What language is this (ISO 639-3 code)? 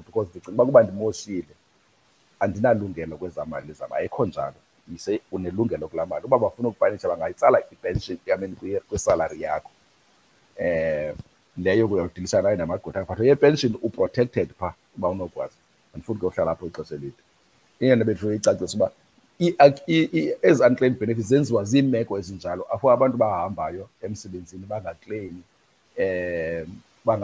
xho